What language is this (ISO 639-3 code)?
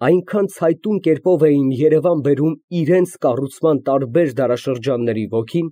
hye